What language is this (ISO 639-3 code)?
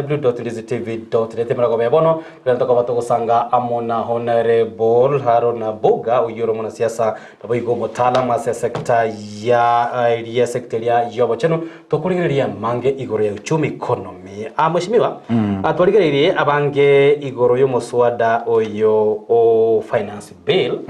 guz